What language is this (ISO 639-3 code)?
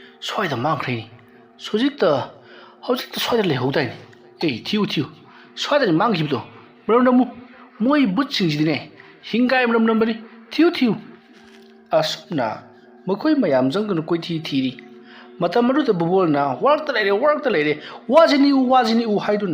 mni